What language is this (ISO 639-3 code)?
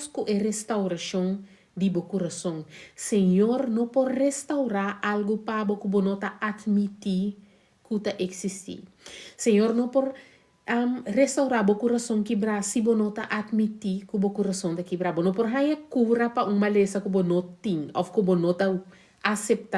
pap